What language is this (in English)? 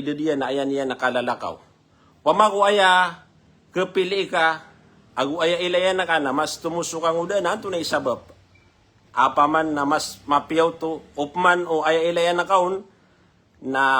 Maranao